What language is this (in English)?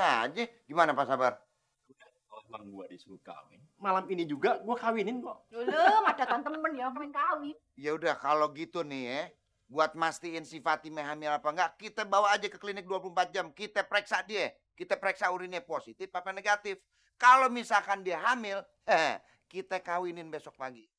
Betawi